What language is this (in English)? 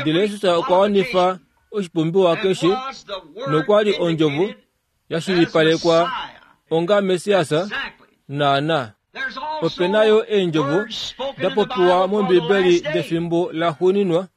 Kuanyama